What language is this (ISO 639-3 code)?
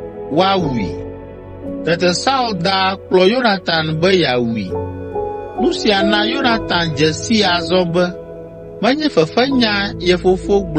ewe